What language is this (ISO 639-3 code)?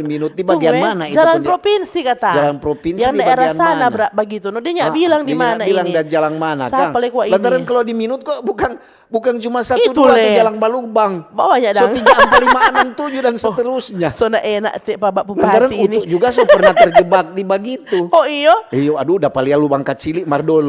xmm